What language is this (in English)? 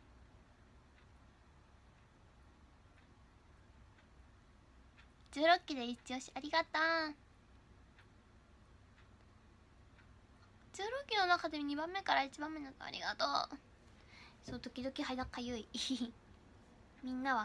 Japanese